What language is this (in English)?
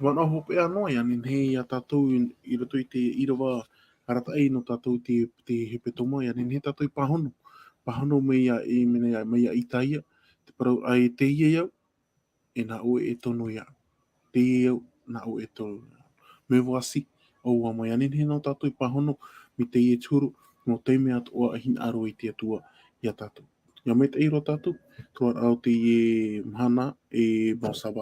Tahitian